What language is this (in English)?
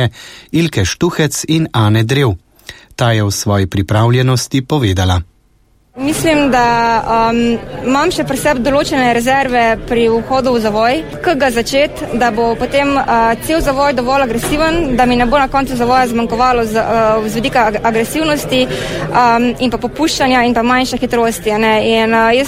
Slovenian